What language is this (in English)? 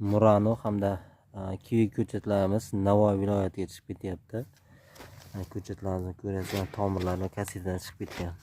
Uzbek